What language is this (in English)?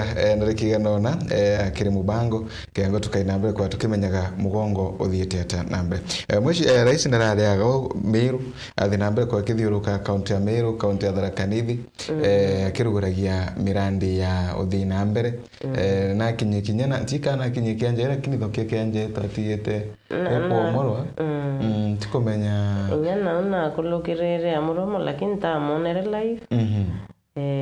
Meru